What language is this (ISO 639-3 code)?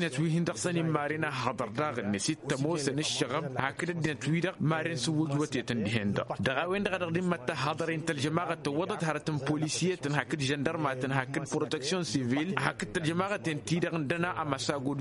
taq